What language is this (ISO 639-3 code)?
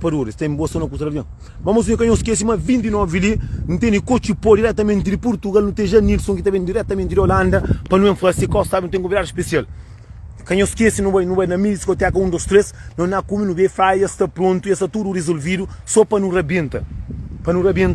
kea